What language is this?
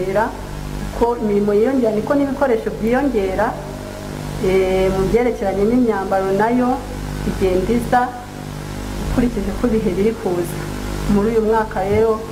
Kinyarwanda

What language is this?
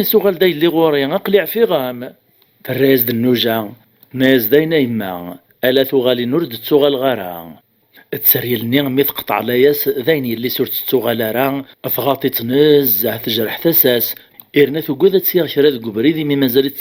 Kabyle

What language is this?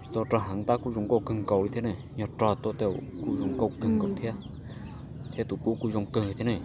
Hmong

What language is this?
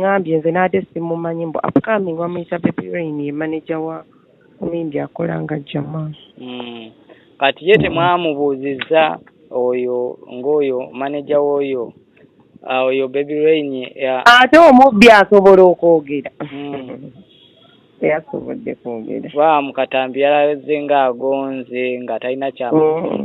Ganda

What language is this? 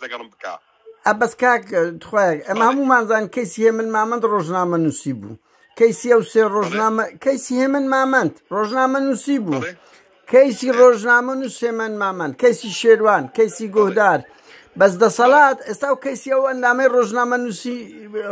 Central Kurdish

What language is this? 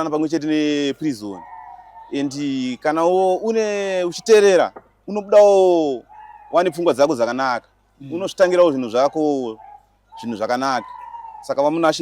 Shona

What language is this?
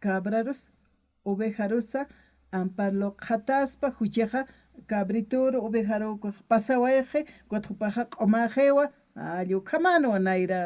Aymara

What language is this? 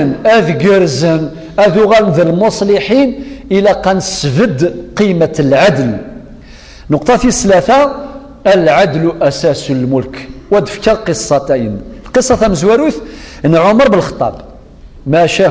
Kabyle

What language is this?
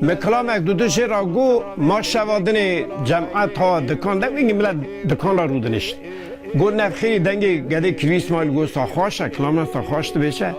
Kurdish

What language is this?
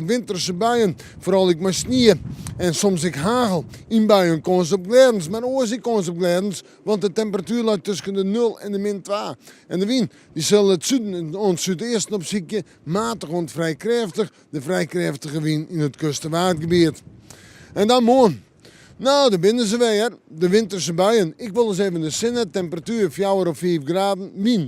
Western Frisian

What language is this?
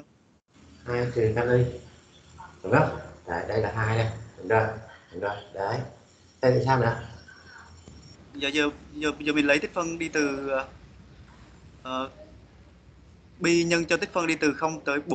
Vietnamese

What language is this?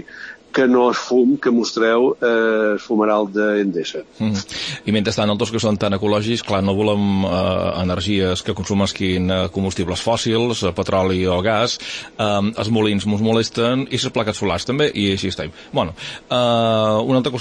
Catalan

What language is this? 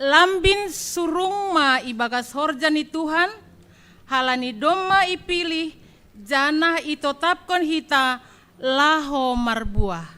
Batak Simalungun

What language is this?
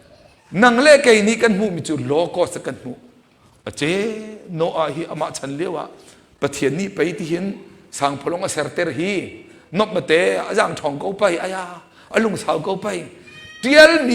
Hakha Chin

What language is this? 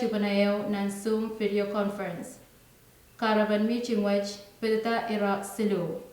Pohnpeian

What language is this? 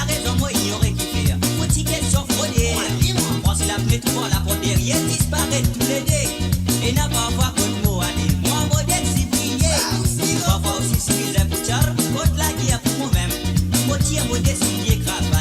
Morisyen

